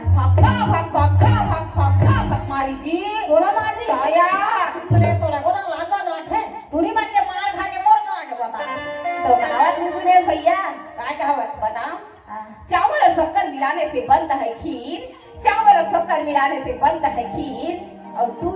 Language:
Chhattisgarhi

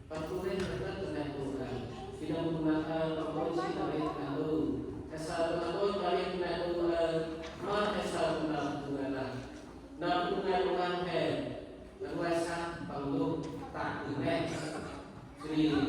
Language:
Central Mnong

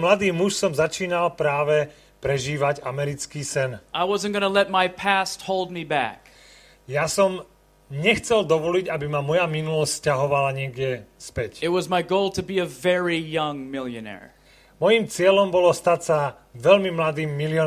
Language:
Slovak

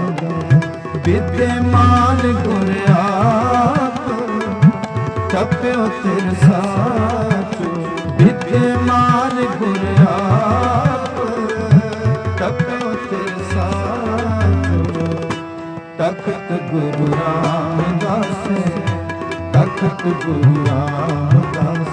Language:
Punjabi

